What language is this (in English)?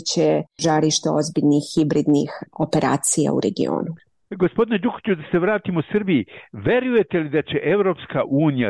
Serbian